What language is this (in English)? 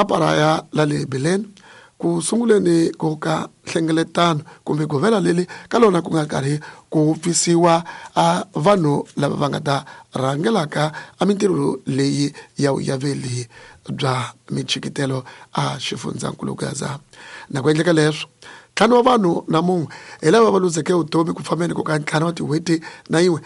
Tsonga